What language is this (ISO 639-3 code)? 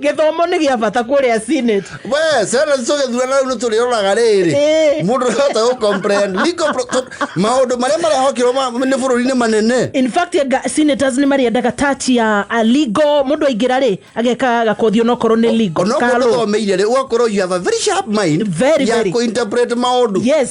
kik